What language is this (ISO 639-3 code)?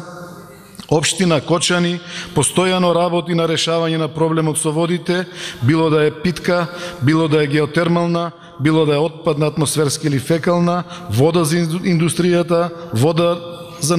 mkd